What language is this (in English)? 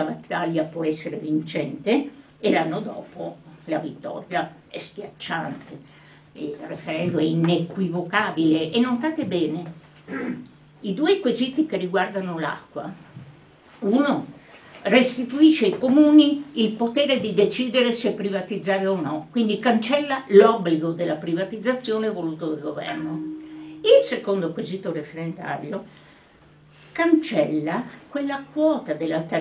Italian